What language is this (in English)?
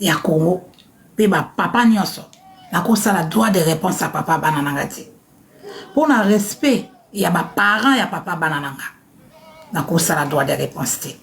Lingala